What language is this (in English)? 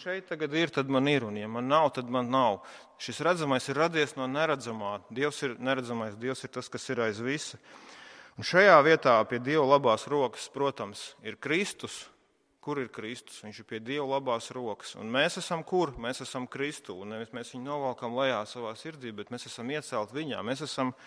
Latvian